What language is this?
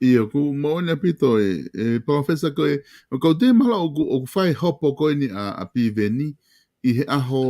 Tongan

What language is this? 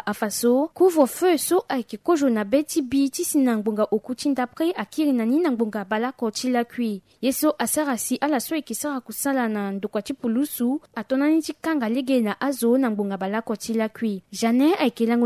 Sango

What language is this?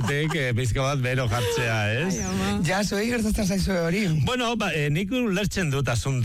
Basque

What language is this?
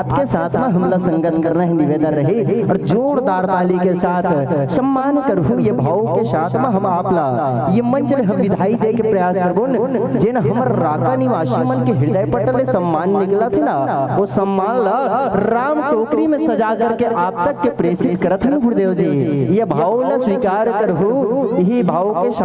Chhattisgarhi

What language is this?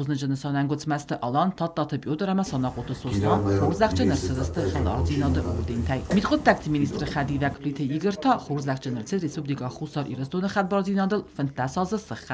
Ossetic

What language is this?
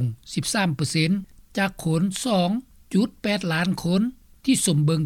Lao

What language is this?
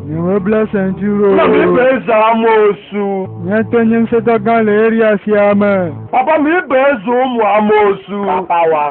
Ewe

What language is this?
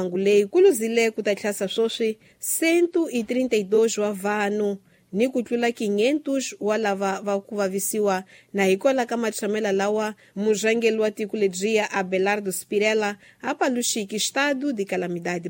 Tsonga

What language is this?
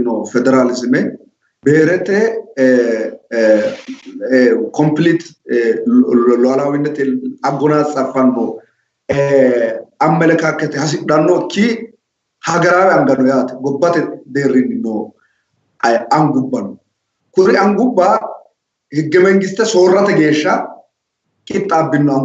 Sidamo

